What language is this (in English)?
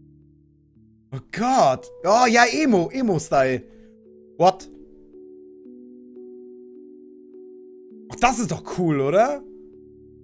German